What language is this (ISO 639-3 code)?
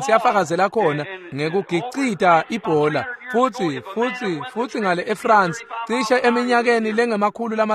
ssw